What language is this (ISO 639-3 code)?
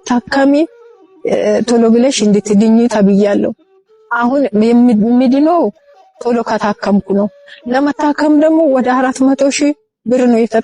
amh